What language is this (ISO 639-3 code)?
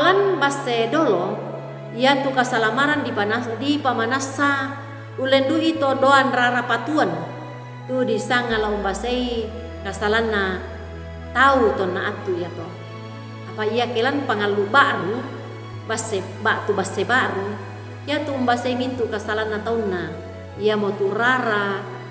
sda